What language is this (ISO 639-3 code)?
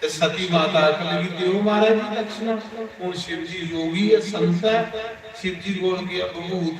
doi